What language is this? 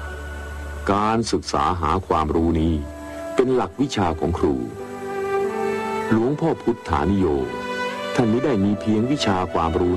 Thai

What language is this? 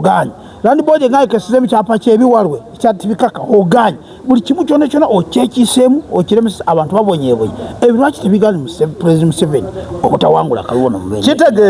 Ganda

